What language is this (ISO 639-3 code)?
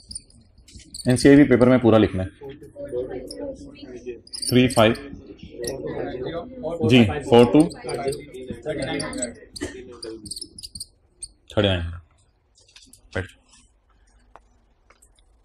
hin